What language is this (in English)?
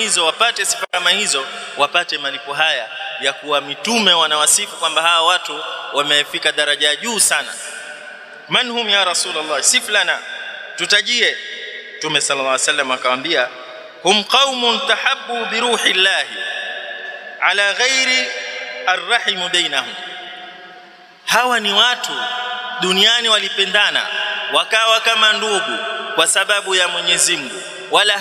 Swahili